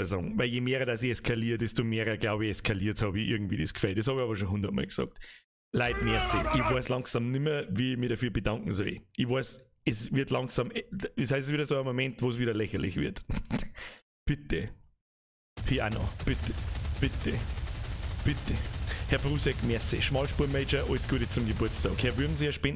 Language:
Bavarian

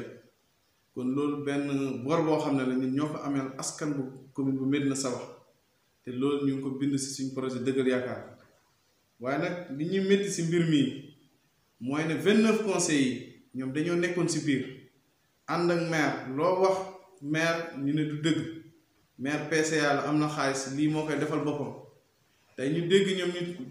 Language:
Wolof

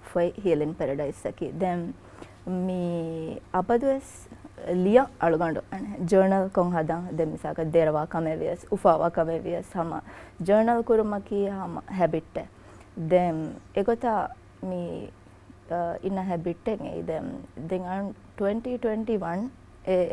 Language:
Divehi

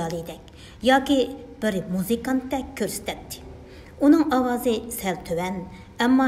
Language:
Uyghur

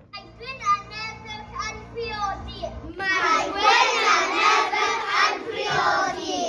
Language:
Welsh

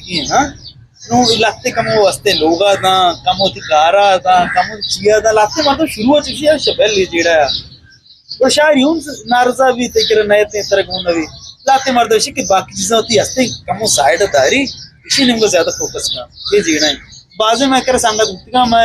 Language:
Eastern Balochi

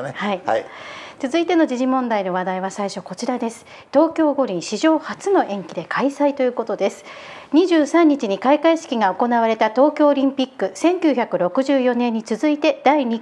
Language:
Japanese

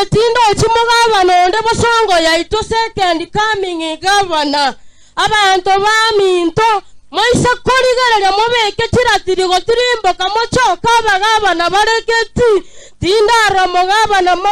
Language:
Gusii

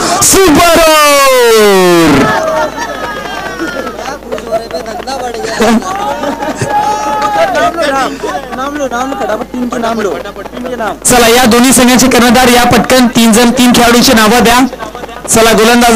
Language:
Marathi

